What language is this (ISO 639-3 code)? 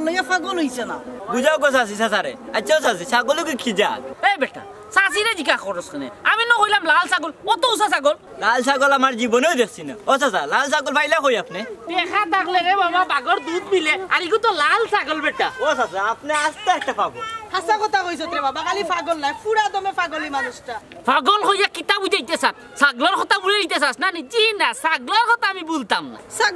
syl